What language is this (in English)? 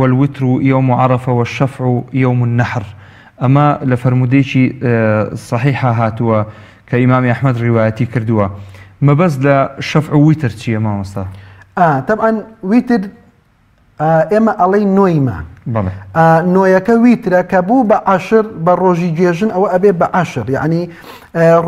Central Kurdish